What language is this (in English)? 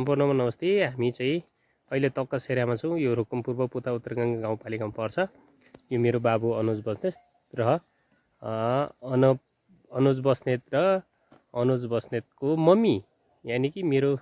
Nepali